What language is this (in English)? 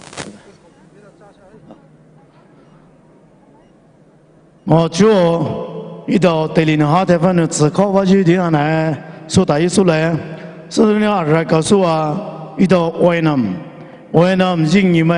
Poumei Naga